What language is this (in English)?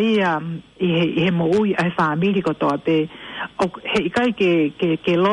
Tongan